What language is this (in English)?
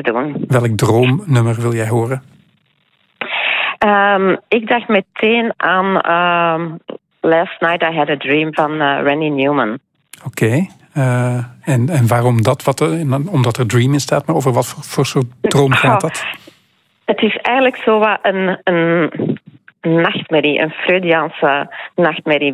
Dutch